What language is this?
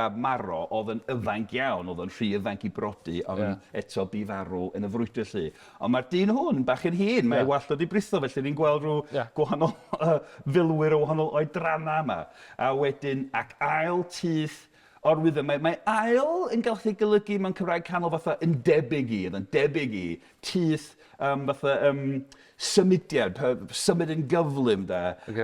Welsh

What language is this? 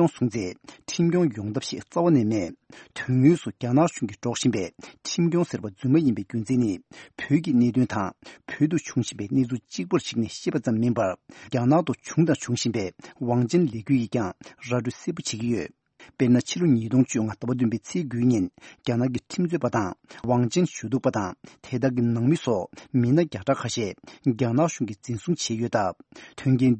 Tibetan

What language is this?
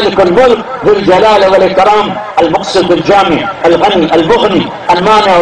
Urdu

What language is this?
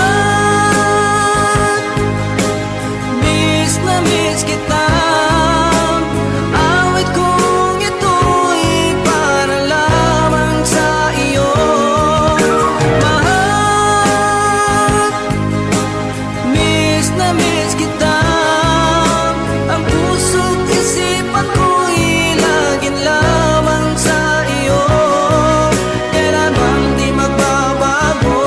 Filipino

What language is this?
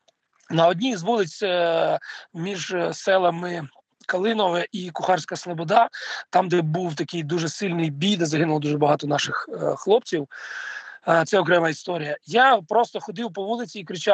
Ukrainian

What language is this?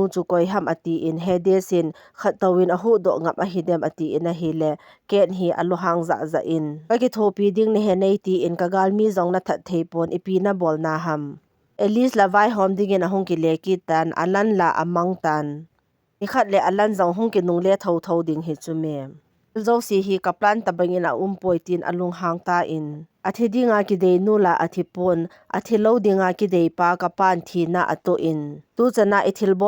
Thado Chin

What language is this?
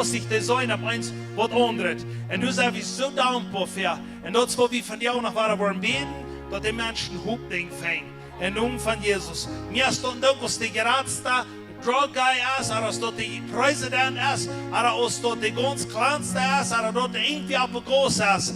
Plautdietsch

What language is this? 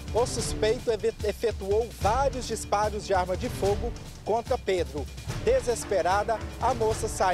Portuguese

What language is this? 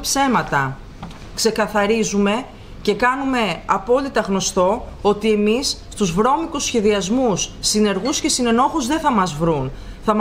Greek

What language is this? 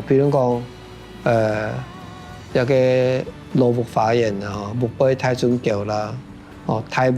Hakka Chinese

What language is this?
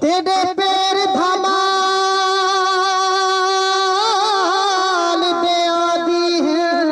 Saraiki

